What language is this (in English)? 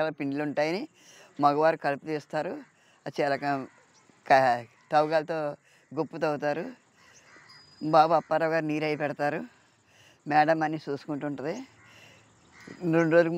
Telugu